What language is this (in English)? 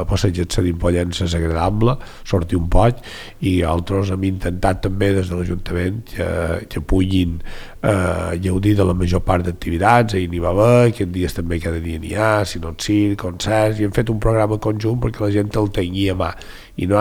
Catalan